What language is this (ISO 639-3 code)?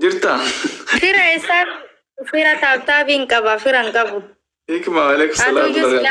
orm